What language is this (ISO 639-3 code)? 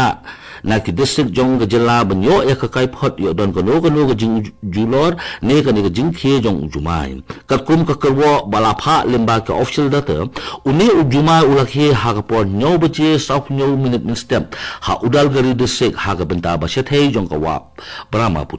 kha